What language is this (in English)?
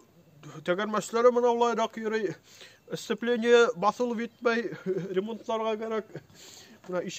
Bashkir